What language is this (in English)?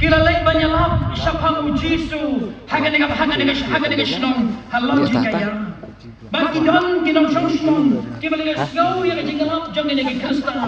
Khasi